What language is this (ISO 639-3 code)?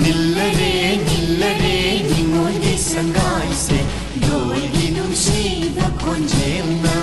mni